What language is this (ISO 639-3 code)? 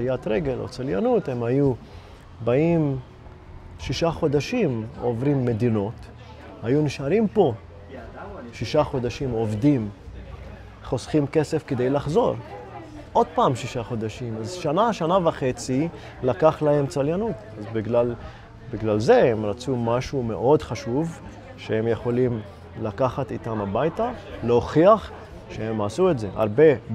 heb